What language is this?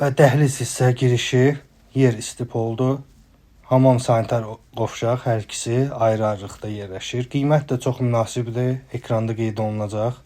Azerbaijani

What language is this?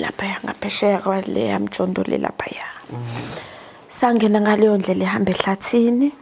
Zulu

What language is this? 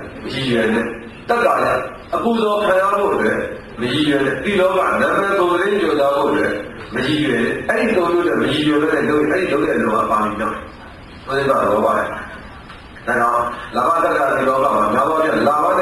Burmese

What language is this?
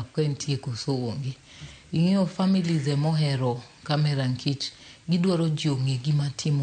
Luo (Kenya and Tanzania)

